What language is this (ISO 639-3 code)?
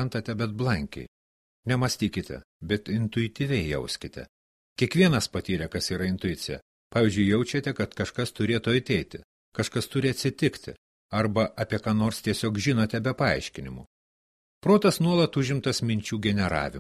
lit